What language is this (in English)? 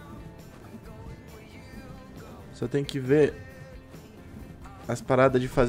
Portuguese